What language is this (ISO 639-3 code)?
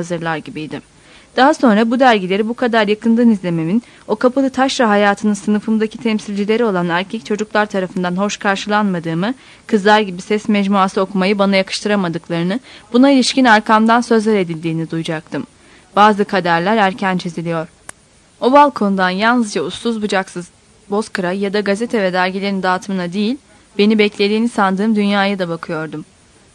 tur